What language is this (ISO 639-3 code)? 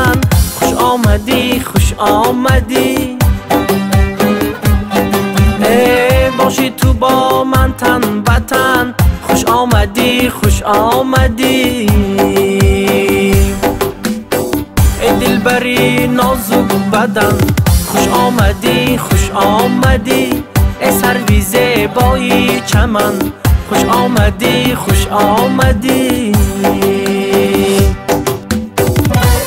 fas